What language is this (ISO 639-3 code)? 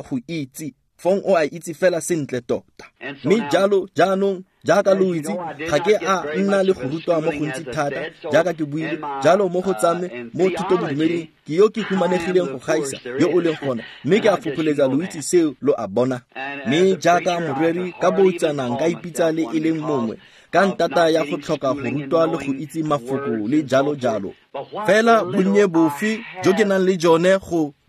tsn